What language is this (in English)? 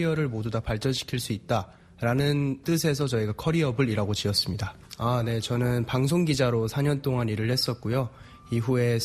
Korean